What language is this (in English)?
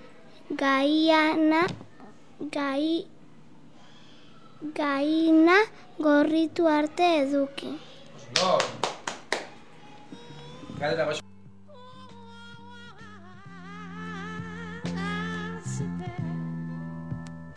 Basque